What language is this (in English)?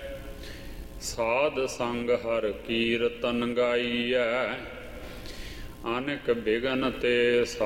Punjabi